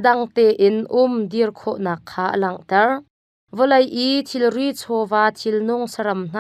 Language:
Hakha Chin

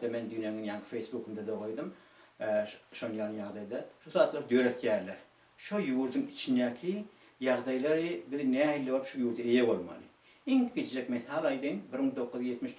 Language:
Turkmen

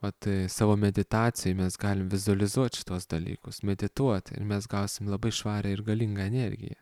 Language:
Lithuanian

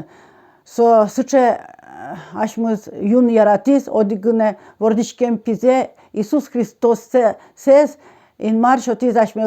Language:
Udmurt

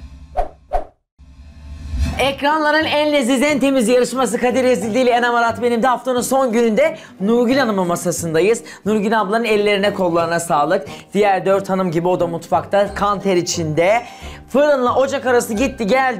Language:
Turkish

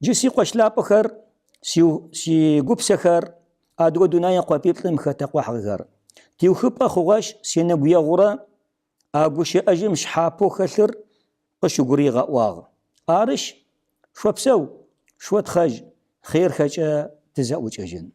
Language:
Kabardian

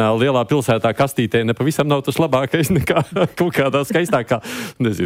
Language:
Latvian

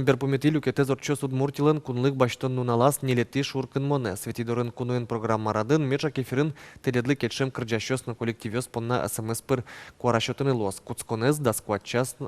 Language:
Udmurt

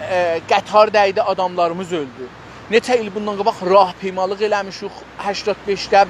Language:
South Azerbaijani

